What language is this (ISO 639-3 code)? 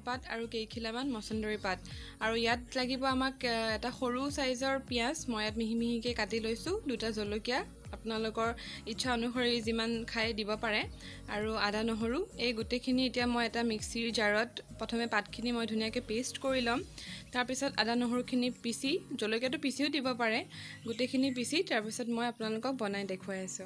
asm